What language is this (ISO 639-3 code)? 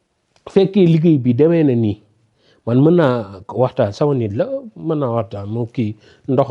wol